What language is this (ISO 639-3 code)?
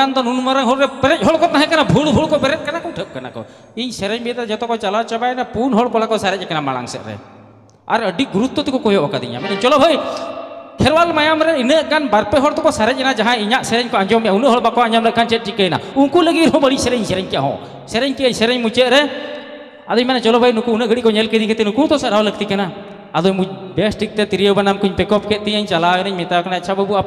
sat